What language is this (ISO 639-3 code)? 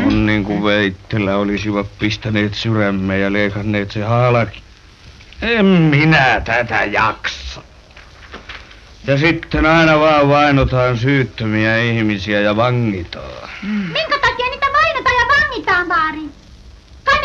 fin